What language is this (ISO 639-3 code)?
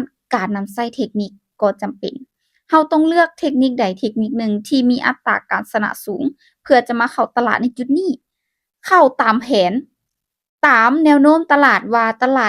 lao